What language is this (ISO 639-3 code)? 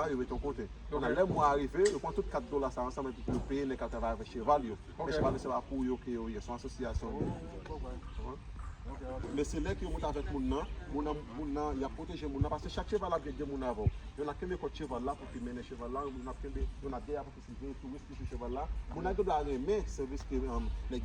hat